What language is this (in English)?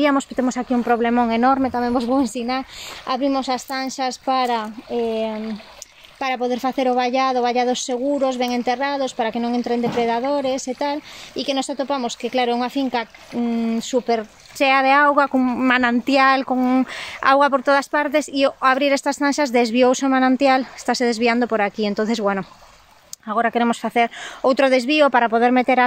Galician